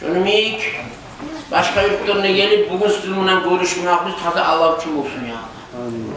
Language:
Kumyk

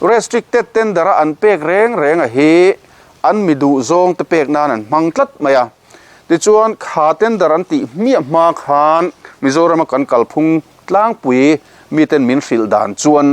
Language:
Mizo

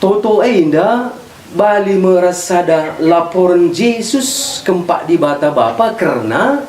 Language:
Batak Karo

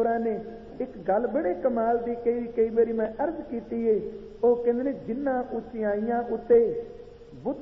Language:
Punjabi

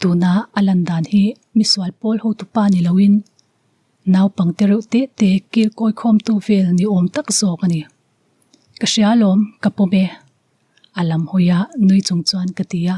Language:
Mizo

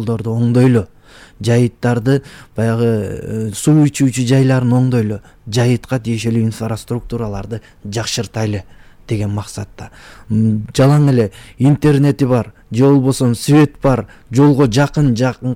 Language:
Kyrgyz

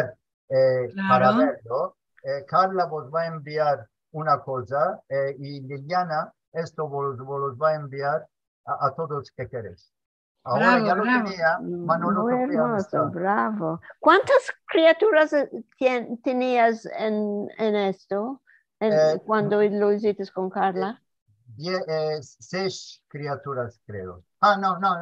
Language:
Ladino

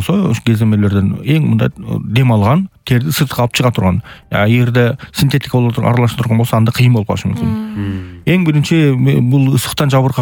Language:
Kyrgyz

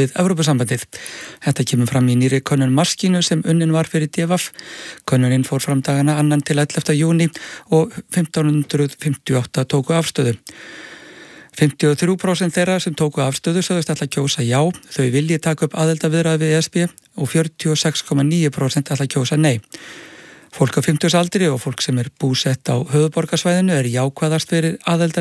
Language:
Icelandic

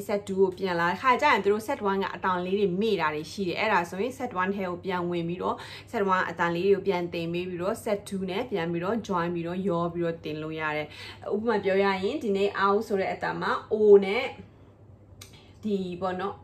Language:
Burmese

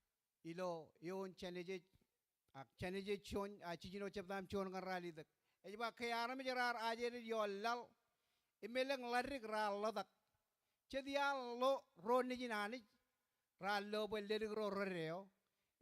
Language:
Marshallese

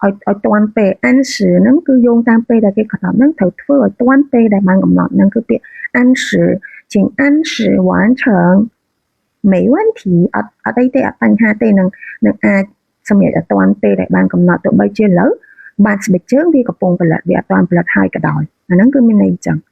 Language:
Khmer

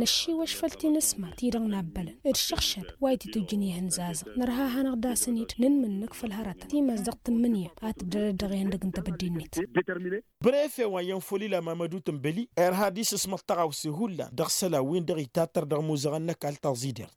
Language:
Tamasheq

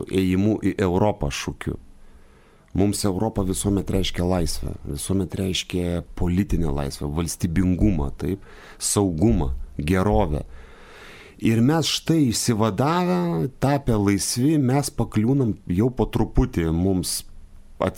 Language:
Lithuanian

